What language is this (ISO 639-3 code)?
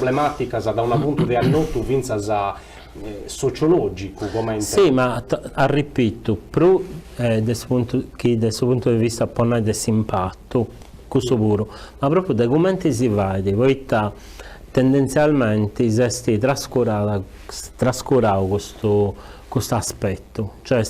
srd